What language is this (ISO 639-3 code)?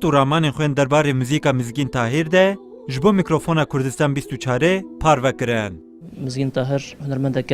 kur